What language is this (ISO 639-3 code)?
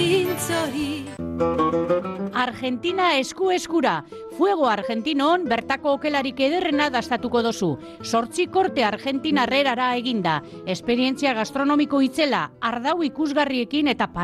eus